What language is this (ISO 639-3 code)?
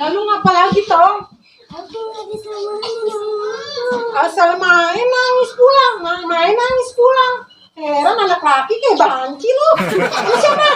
bew